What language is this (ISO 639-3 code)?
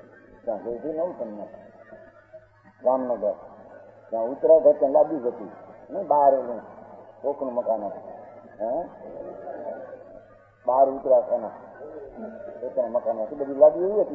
guj